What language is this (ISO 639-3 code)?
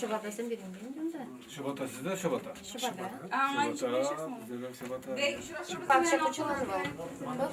chv